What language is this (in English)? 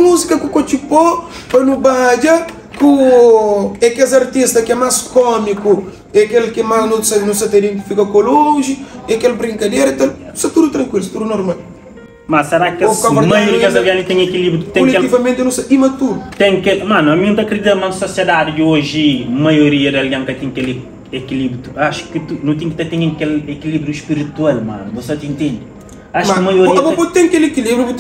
Kabuverdianu